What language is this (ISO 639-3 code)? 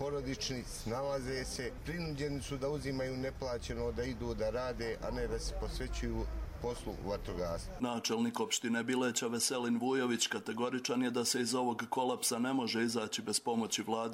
hrv